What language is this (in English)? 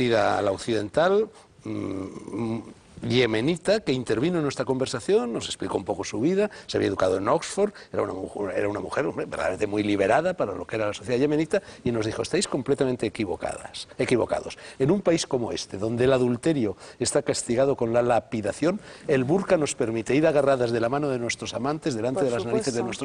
Spanish